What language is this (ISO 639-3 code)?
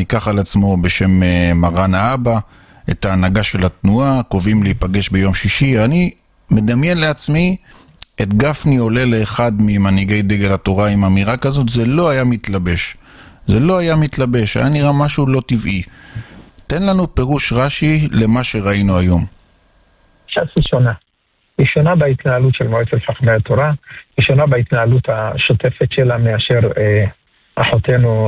heb